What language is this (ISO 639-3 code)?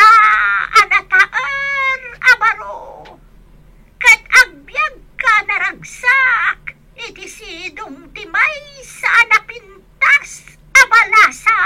ilo